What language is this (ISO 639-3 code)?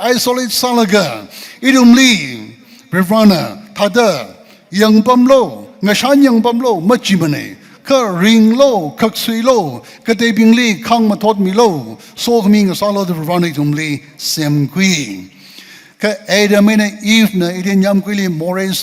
nmf